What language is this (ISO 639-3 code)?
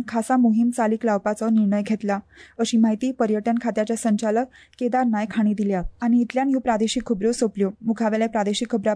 kok